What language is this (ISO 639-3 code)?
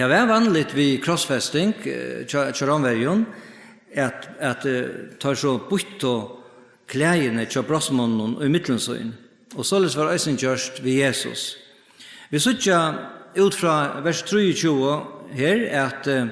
fao